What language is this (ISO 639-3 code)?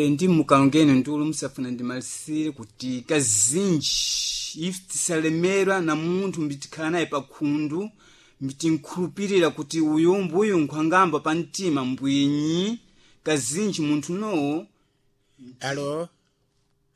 seh